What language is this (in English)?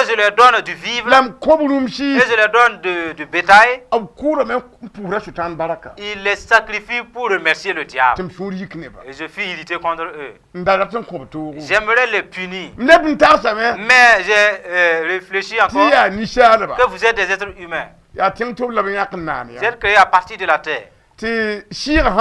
Mossi